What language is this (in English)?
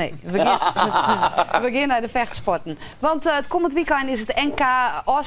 Western Frisian